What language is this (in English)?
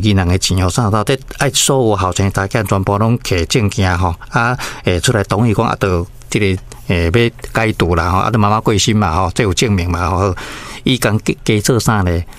Min Nan Chinese